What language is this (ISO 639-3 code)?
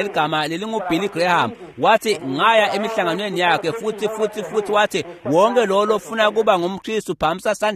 ssw